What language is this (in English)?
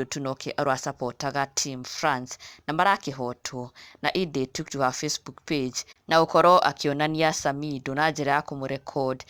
Kikuyu